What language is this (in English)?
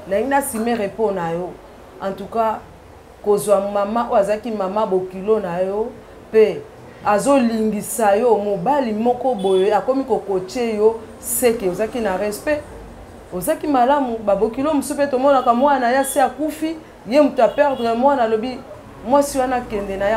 Lingala